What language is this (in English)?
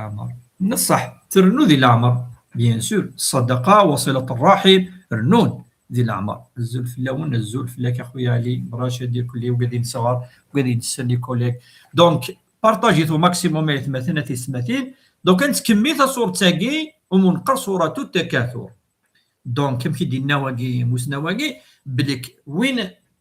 Kabyle